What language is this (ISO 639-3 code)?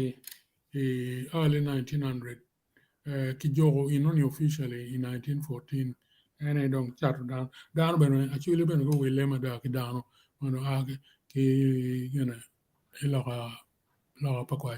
ach